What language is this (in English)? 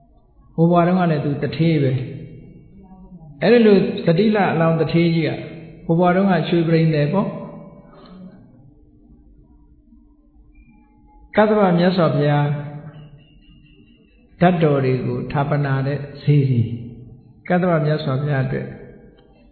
Burmese